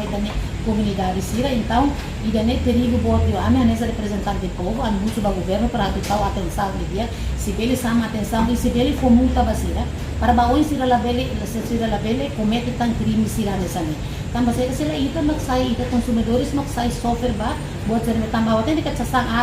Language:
Tetum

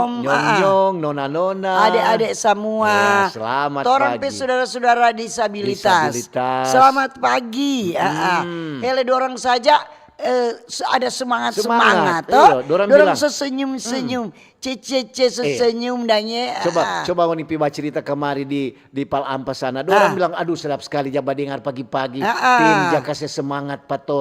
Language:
Manado Malay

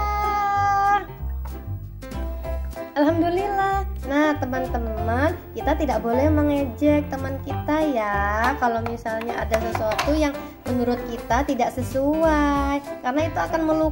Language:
Indonesian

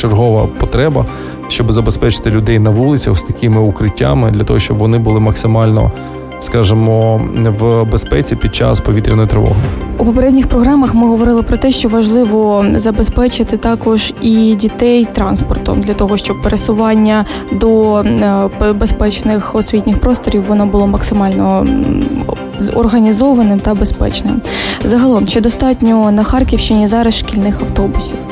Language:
Ukrainian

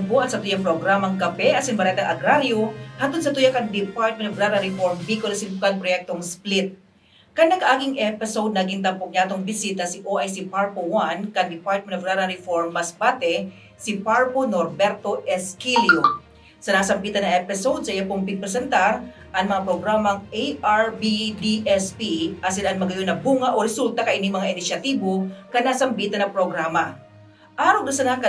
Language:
Bikol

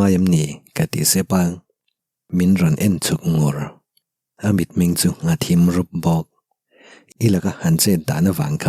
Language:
Mizo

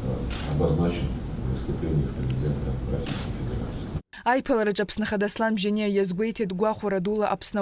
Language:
Abkhazian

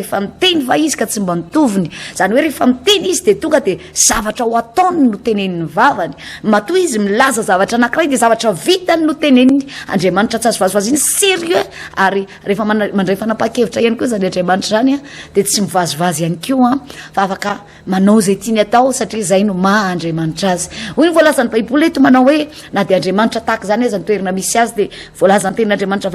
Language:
Malagasy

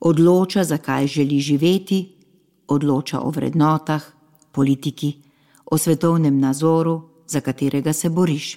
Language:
Slovenian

